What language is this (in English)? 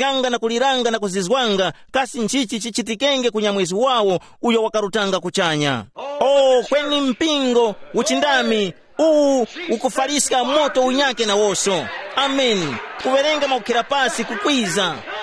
Tumbuka